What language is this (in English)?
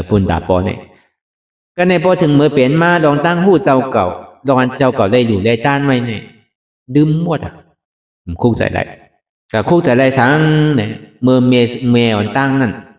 Shan